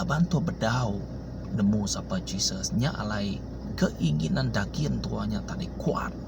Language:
Iban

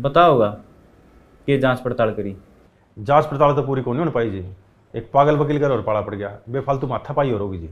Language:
Haryanvi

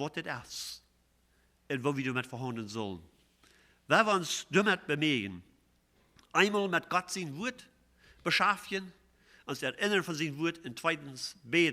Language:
Plautdietsch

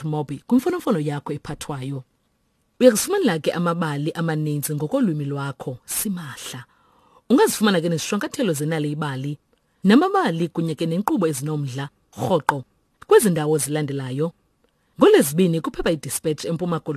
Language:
Xhosa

